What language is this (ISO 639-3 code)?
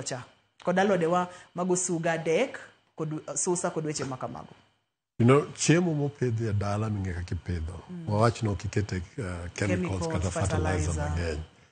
luo